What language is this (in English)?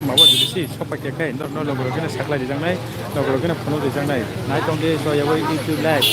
Kok Borok